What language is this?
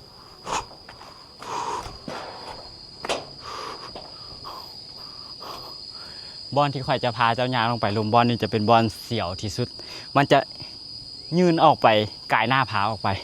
Lao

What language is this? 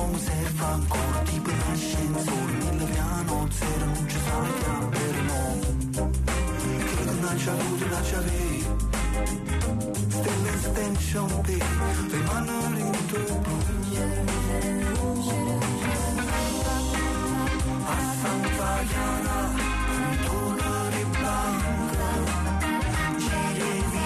Italian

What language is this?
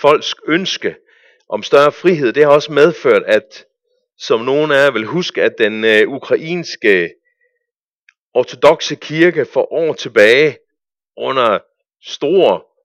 Danish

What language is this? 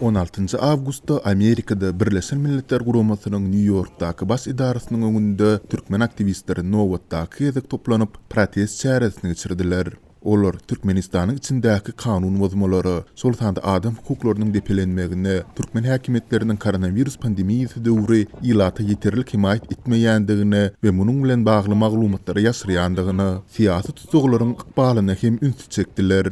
Turkmen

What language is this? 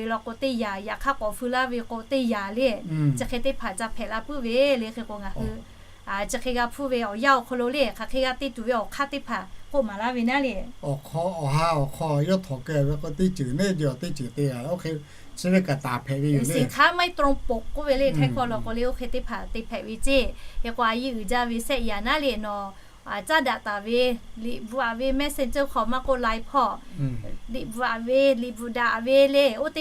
Lahu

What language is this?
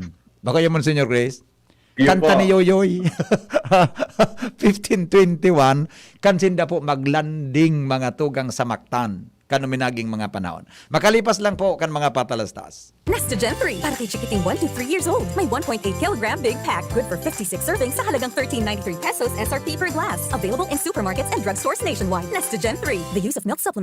Bikol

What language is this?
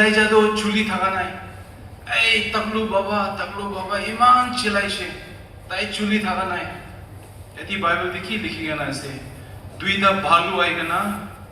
Naga Pidgin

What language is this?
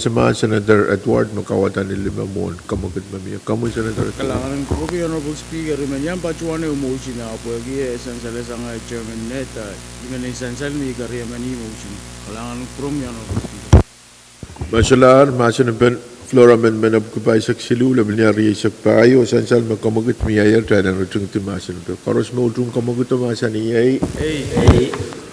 Pohnpeian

